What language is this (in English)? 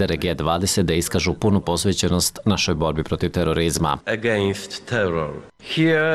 Serbian